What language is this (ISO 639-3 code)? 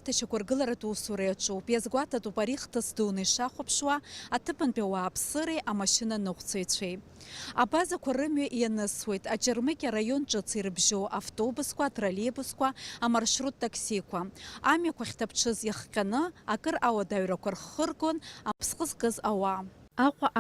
abk